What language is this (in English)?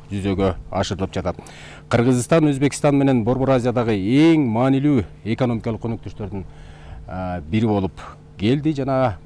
Kyrgyz